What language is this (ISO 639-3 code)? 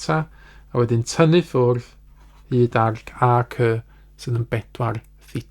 cym